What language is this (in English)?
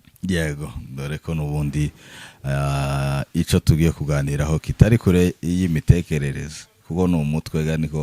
Kinyarwanda